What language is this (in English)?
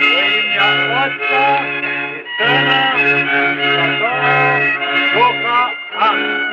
Rusyn